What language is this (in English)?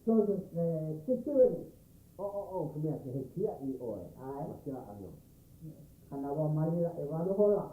Hawaiian